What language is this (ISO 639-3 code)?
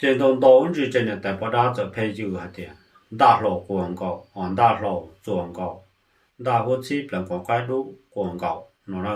hmn